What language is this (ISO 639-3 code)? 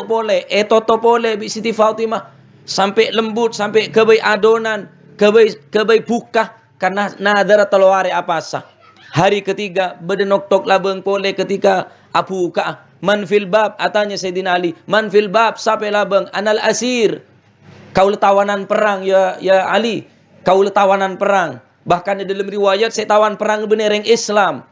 mad